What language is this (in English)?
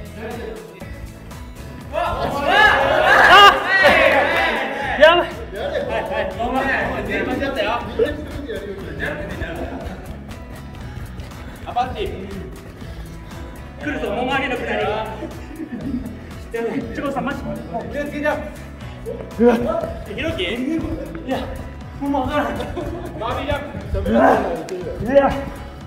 Japanese